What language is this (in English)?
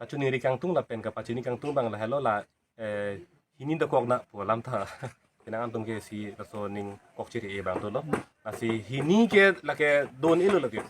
Karbi